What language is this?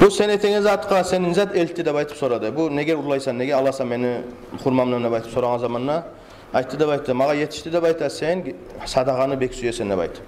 Kumyk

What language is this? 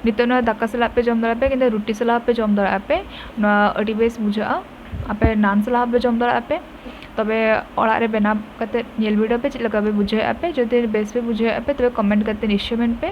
Santali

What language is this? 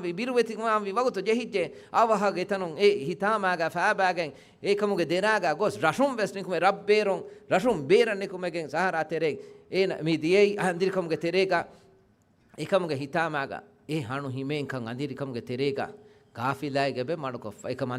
Divehi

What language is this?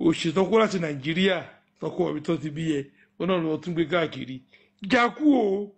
Yoruba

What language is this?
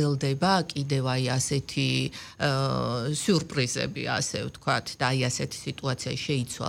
Georgian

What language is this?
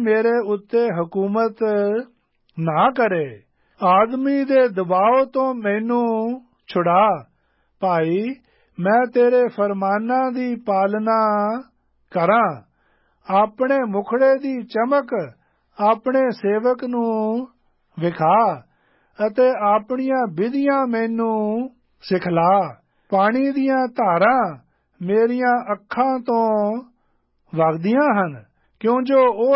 Punjabi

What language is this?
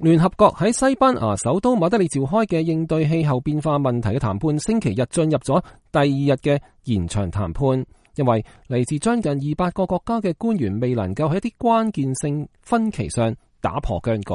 Cantonese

